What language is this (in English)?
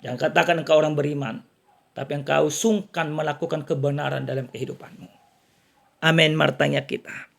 Batak Toba